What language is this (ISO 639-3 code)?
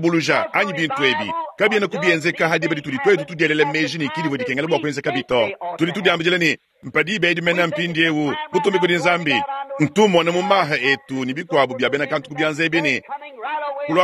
lua